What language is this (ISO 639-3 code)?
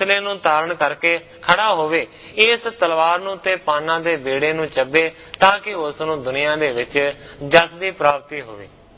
pan